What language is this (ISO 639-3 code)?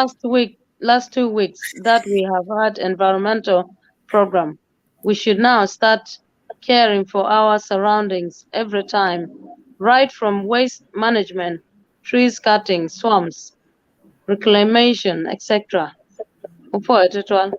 ach